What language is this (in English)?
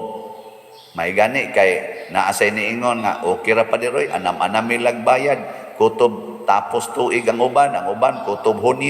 Cebuano